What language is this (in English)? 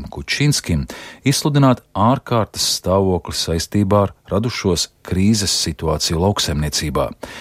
Latvian